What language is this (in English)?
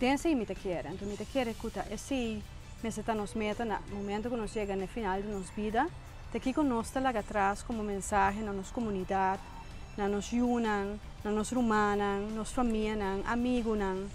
Papiamento